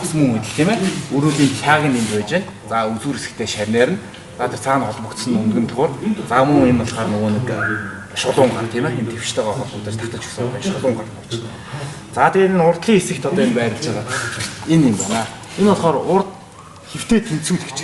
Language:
Mongolian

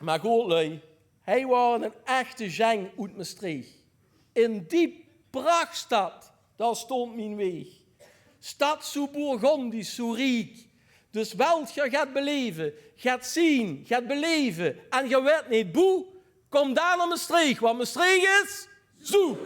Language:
Limburgish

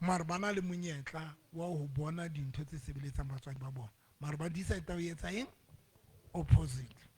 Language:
Southern Sotho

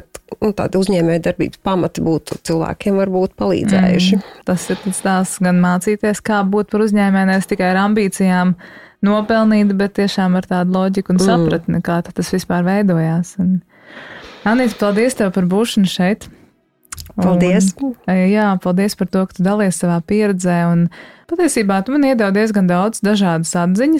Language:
Latvian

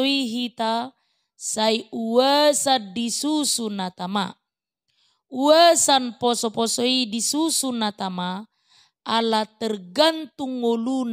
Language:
Batak Toba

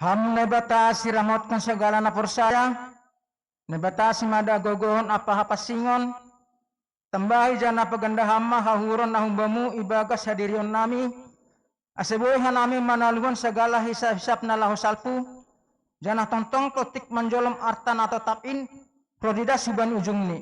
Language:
Batak Simalungun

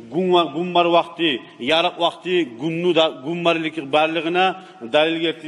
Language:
Kumyk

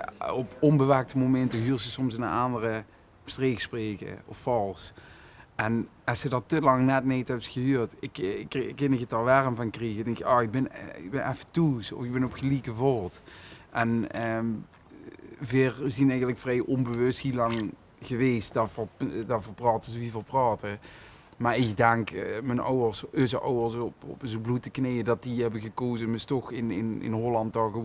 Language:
Limburgish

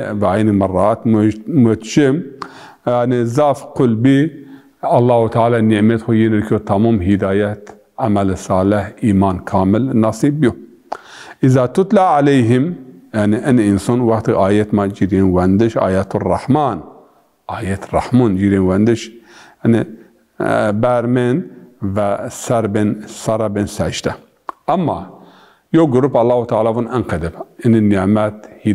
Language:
Zaza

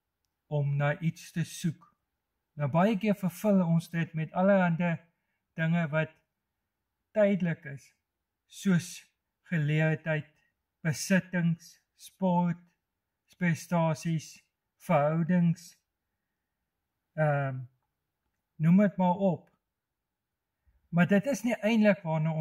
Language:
Afrikaans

